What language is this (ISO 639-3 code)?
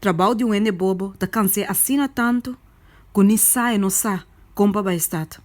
pap